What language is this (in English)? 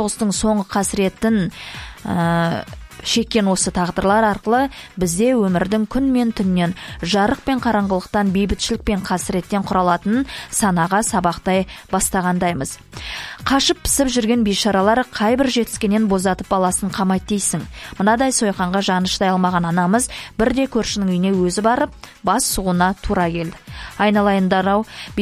Kazakh